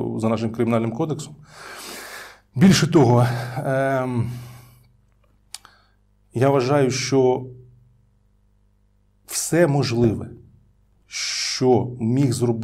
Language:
Ukrainian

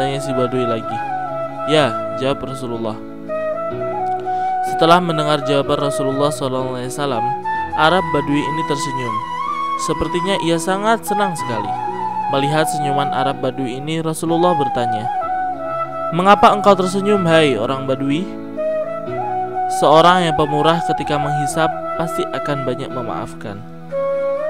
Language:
Indonesian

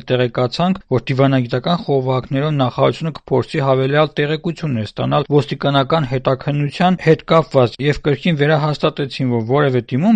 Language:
Armenian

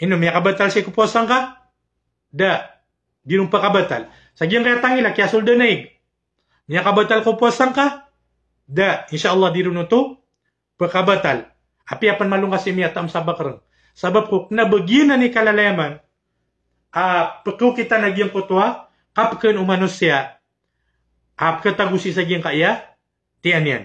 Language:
Maranao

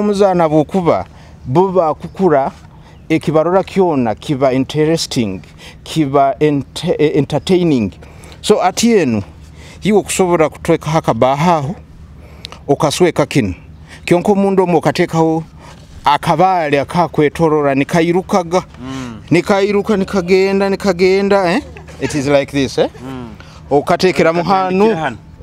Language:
Nyoro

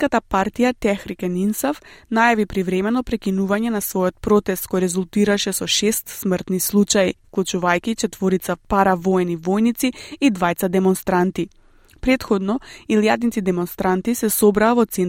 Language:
Macedonian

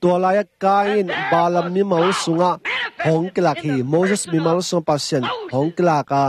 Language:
Tedim Chin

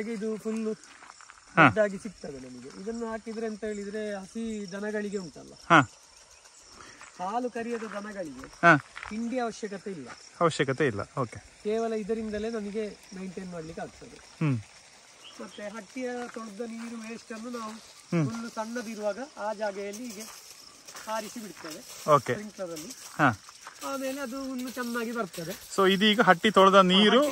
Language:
Kannada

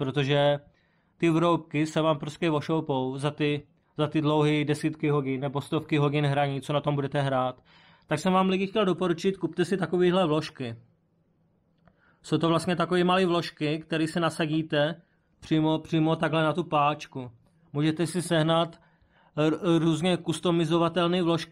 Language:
Czech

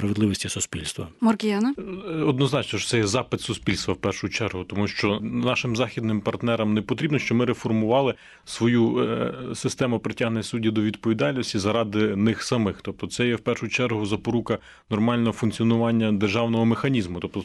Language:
Ukrainian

